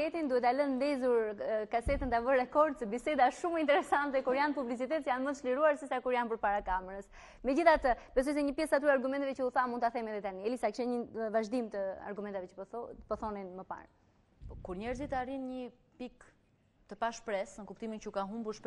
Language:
Albanian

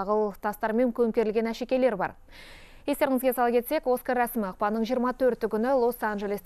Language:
Kazakh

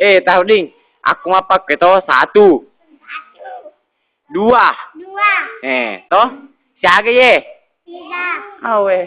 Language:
Buginese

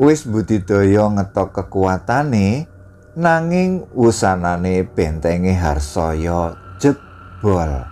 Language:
Javanese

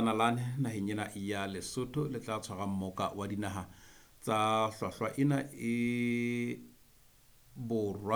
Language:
Southern Sotho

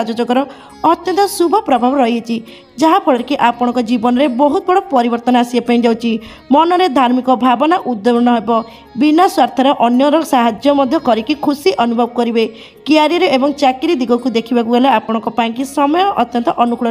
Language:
Odia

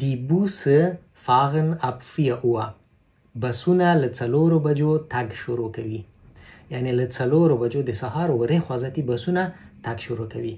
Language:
Pashto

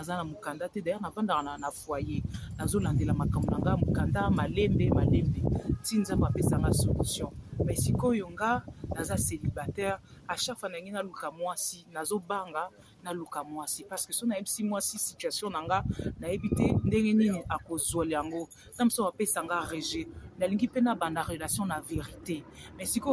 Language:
Lingala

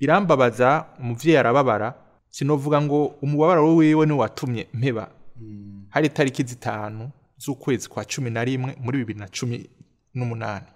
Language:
Rundi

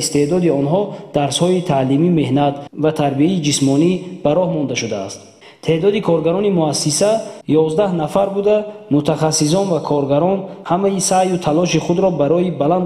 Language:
Tajik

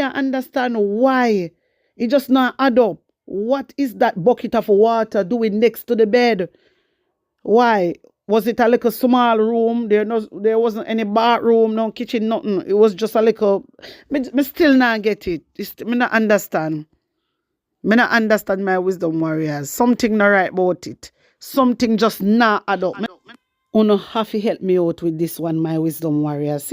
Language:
Jamaican Creole English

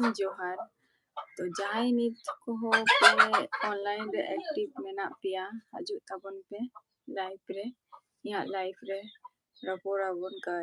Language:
Santali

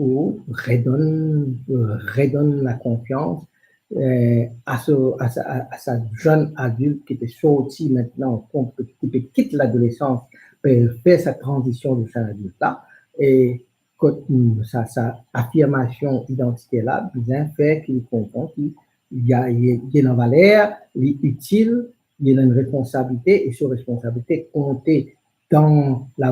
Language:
Morisyen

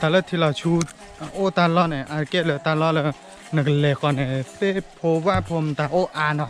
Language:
S'gaw Karen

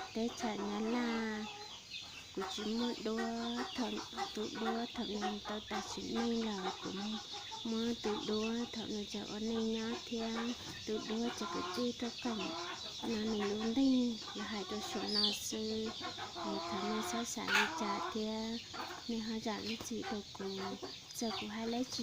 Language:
Hmong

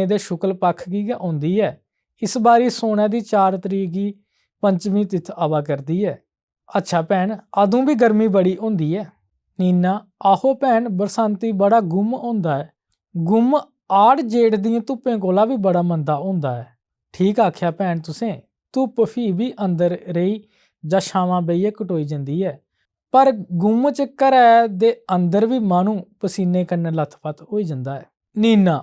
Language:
Dogri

